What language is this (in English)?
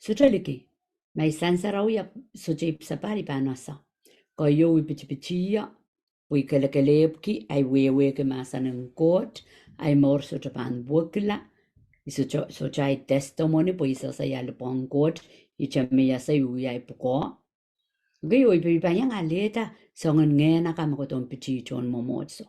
Pohnpeian